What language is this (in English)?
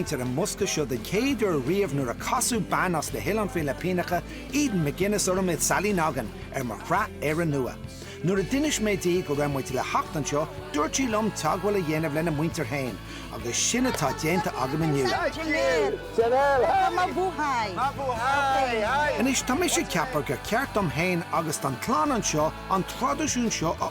Irish